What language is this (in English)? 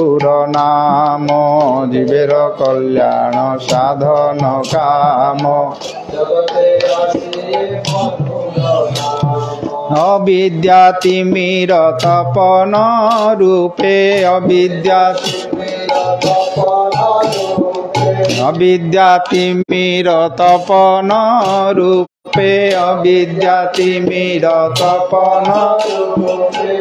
Odia